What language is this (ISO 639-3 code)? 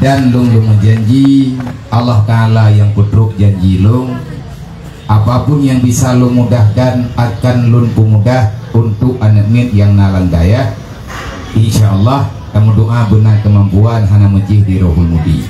ace